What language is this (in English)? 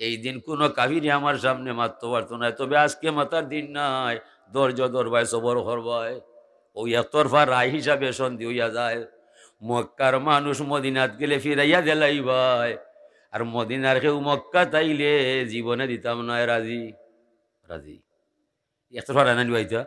Sylheti